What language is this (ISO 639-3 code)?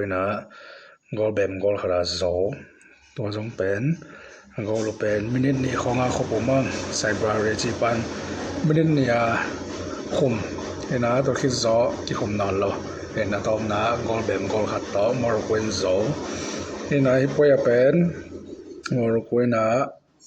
ctd